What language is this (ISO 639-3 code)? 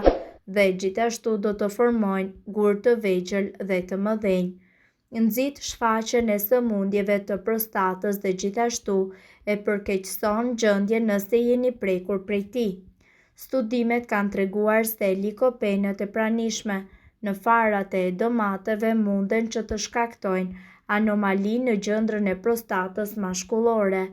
sqi